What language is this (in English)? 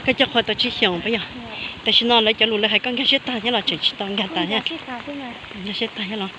Hmong